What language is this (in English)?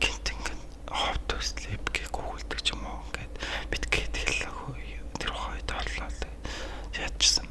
Mongolian